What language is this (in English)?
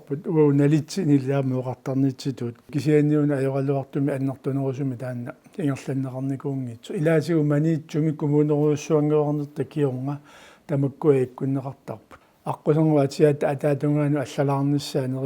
Kalaallisut